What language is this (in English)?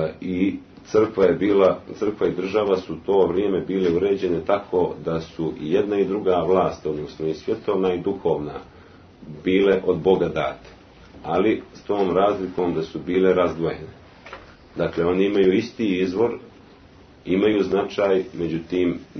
Serbian